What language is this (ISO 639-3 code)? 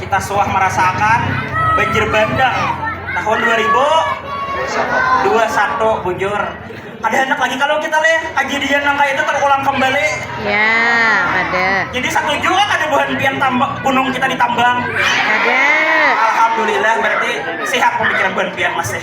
bjn